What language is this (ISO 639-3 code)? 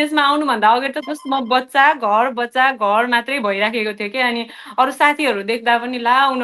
nep